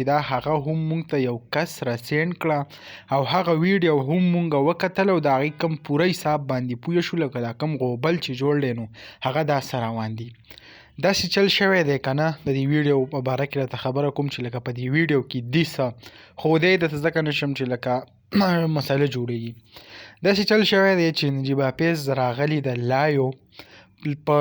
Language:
Pashto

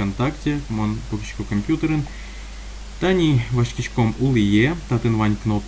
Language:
Udmurt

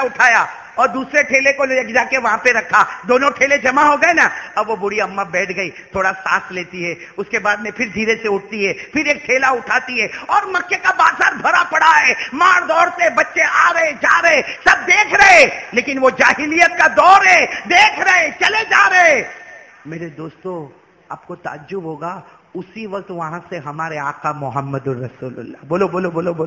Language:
Urdu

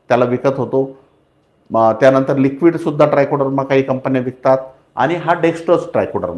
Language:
Marathi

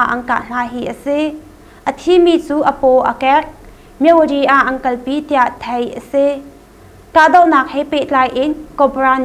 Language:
Hakha Chin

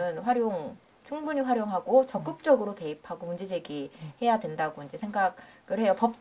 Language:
Korean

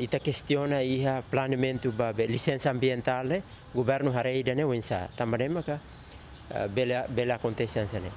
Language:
Tetum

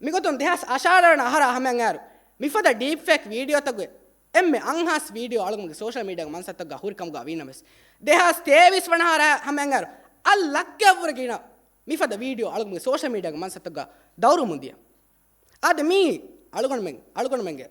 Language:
Divehi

